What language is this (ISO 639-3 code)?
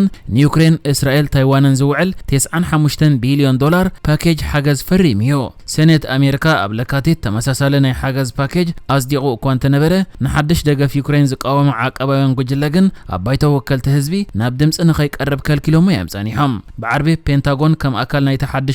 tir